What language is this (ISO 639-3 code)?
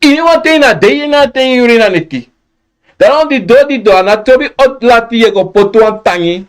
srn